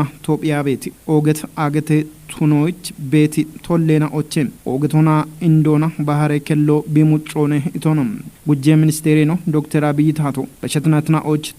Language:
Kafa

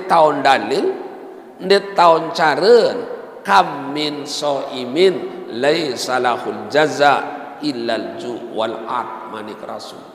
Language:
Sasak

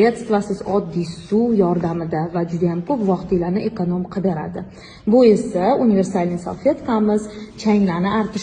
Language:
Uzbek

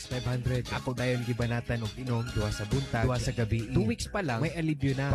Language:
Cebuano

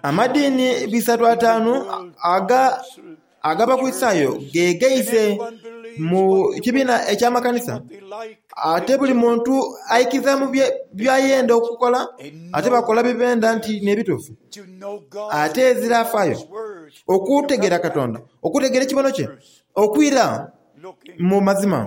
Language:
Soga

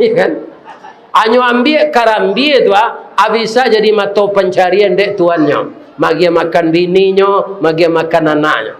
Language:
Minangkabau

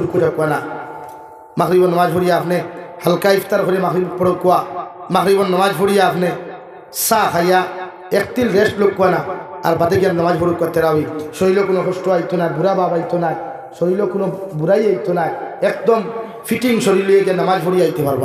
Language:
Sylheti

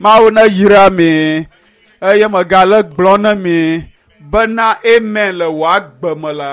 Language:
Ewe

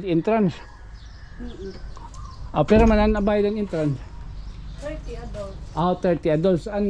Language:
Waray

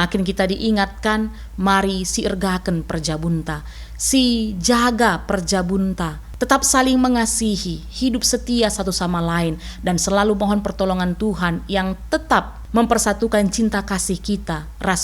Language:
Batak Karo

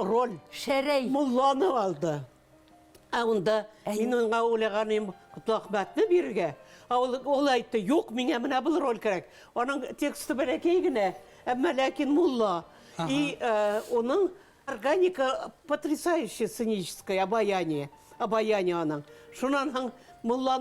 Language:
Bashkir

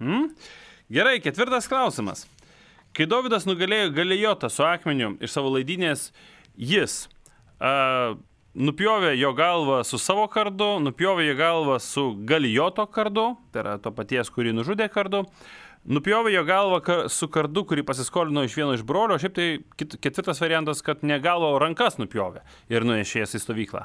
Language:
Lithuanian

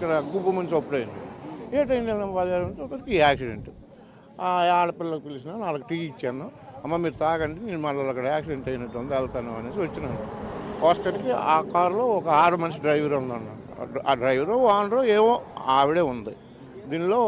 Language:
Telugu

